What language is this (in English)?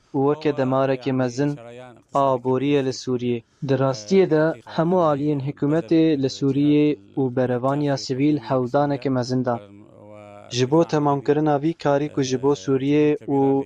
Kurdish